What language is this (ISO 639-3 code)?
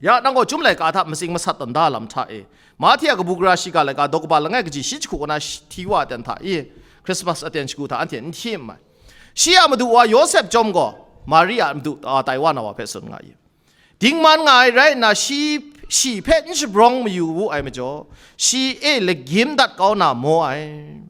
kac